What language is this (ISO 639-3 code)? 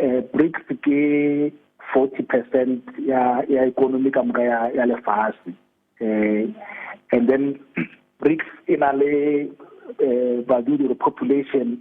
tsn